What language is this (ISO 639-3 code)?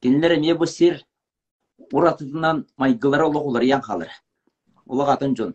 sah